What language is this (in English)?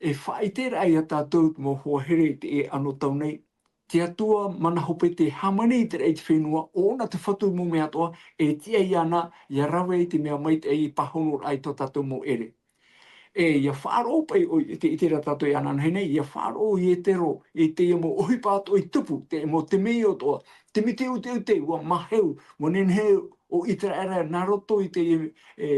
Tahitian